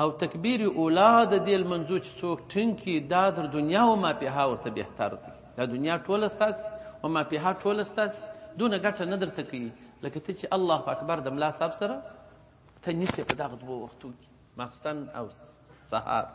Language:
Pashto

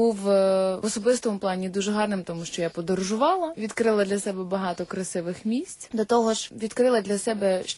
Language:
Ukrainian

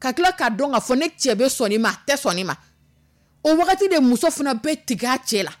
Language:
Dyula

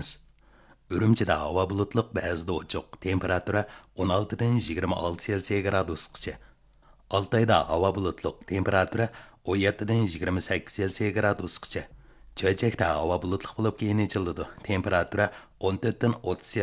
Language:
Uyghur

